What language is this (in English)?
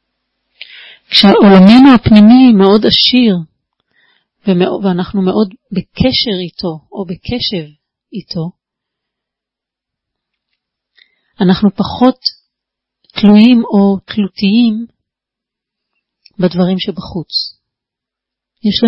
Hebrew